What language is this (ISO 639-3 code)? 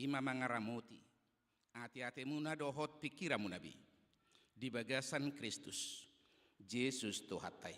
bbc